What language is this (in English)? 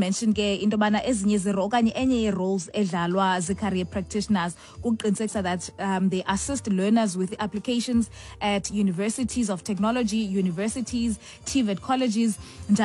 Xhosa